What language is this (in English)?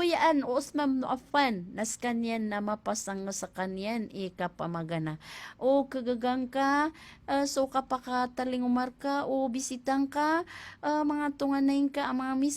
Maranao